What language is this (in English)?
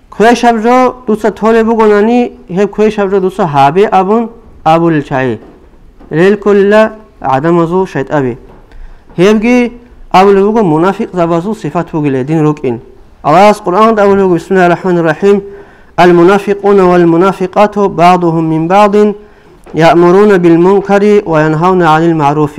Avaric